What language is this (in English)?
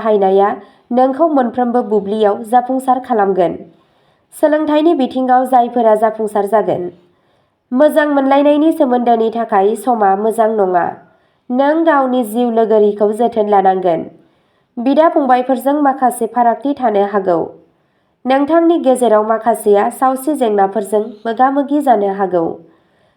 Bodo